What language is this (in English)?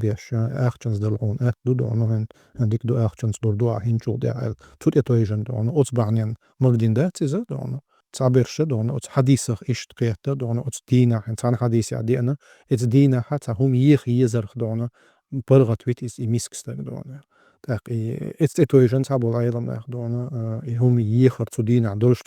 Chechen